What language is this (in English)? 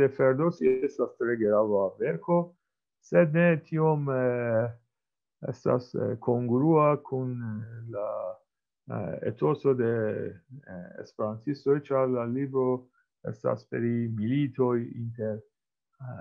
Esperanto